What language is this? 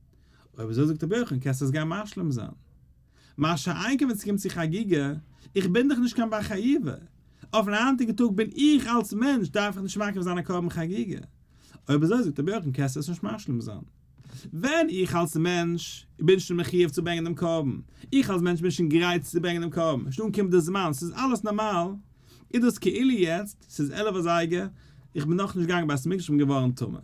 Yiddish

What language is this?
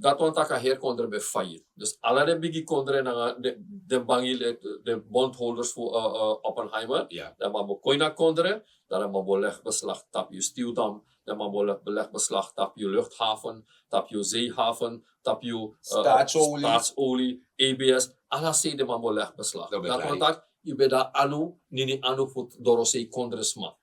Sranan Tongo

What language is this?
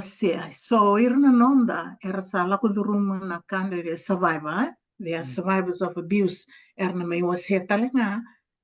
Fijian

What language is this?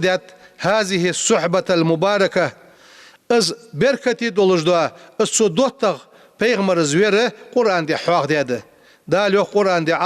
Ingush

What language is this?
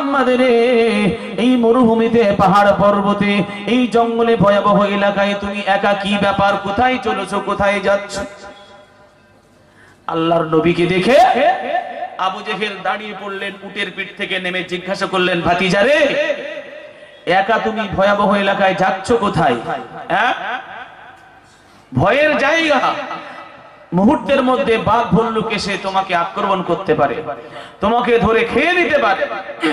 Bangla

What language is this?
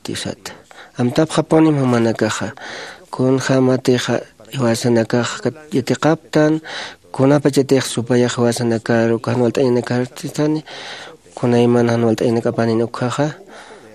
Aymara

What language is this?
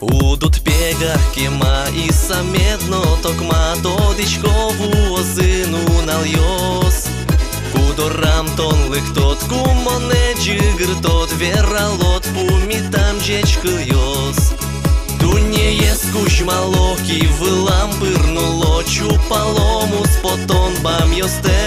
Udmurt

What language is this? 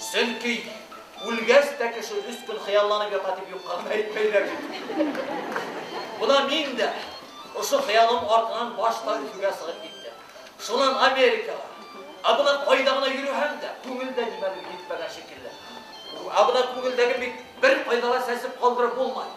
Bashkir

